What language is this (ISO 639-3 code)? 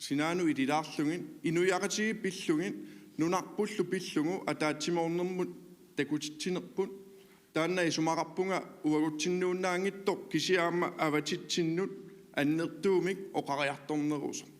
kal